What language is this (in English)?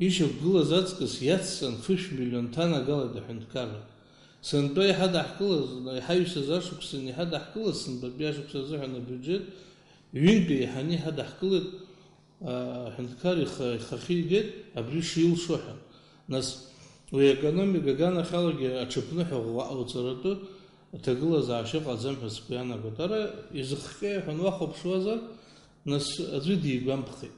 Abkhazian